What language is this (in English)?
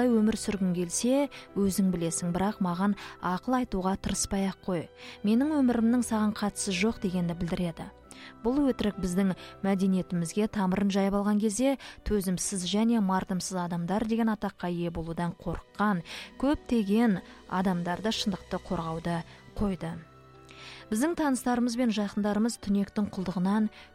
Kazakh